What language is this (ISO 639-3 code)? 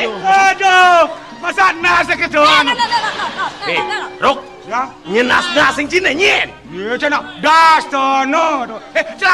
ban